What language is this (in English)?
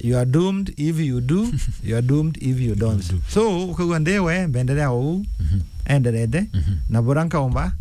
Meru